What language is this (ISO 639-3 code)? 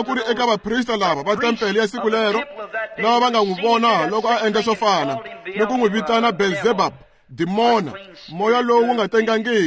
tso